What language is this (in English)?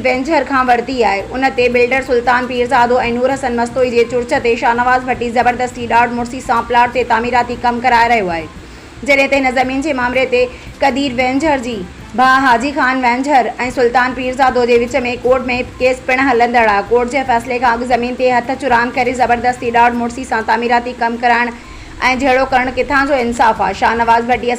Sindhi